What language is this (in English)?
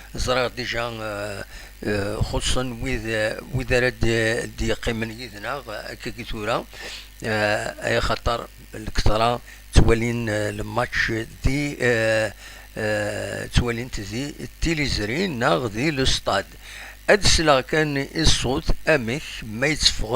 Kabyle